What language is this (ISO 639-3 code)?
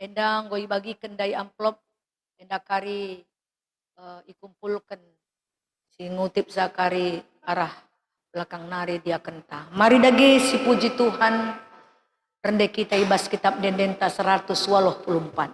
btx